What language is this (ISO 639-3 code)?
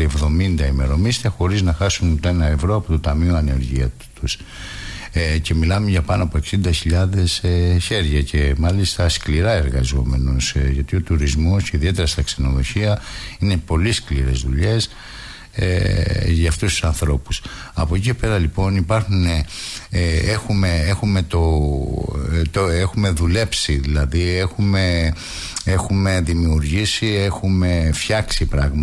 ell